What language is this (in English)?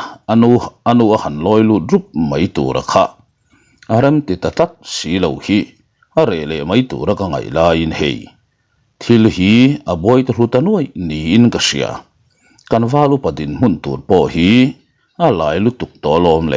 Mizo